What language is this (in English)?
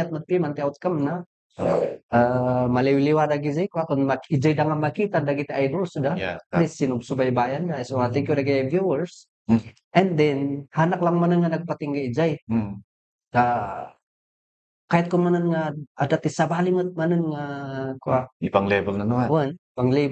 Iloko